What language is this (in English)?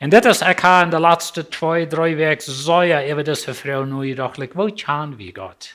Plautdietsch